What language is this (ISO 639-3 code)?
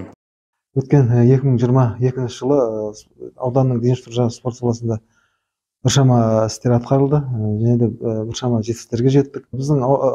kaz